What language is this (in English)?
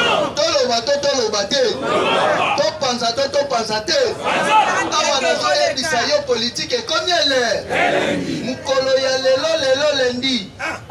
Lingala